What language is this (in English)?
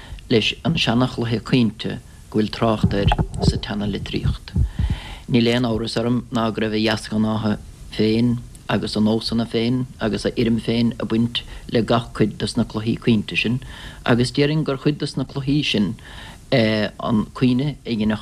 Irish